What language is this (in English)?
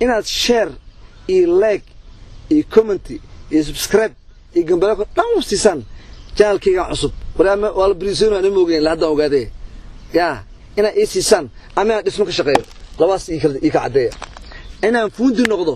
Somali